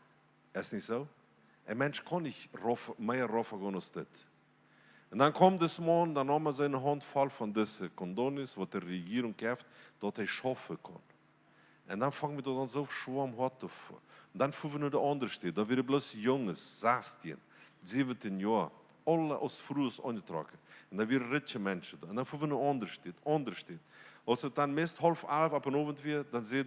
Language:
Plautdietsch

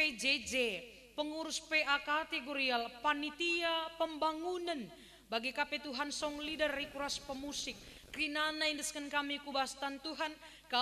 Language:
Batak Karo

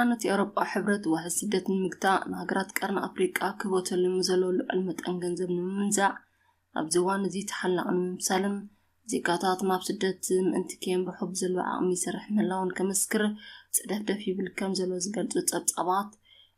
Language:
Tigrinya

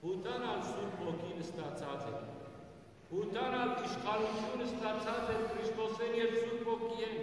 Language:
Western Armenian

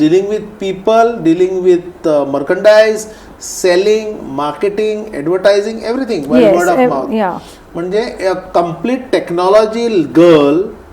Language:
Konkani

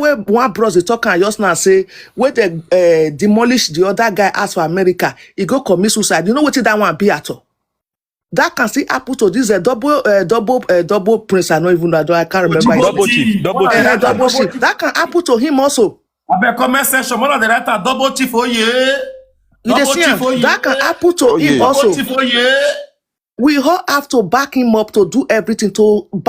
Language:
Nigerian Pidgin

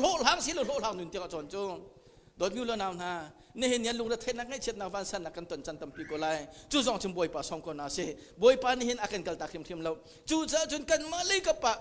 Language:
Hakha Chin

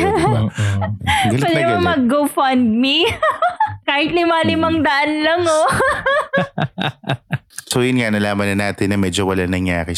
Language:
Filipino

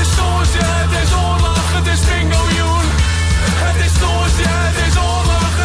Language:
Western Frisian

